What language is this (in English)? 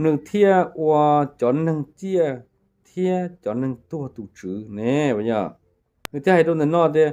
Hmong